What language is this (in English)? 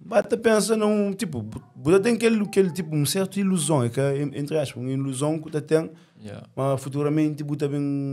Kabuverdianu